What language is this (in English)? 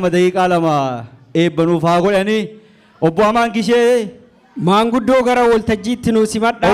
Oromo